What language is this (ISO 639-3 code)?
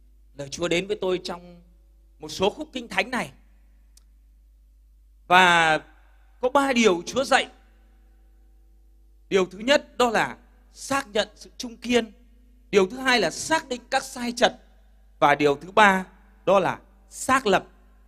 vie